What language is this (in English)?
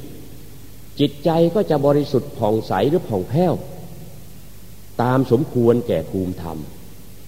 Thai